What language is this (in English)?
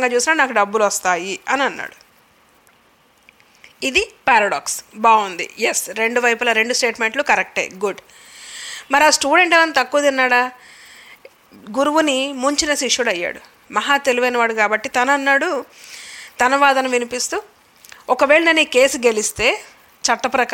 Telugu